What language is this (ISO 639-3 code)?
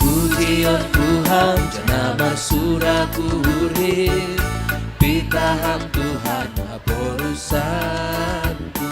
bts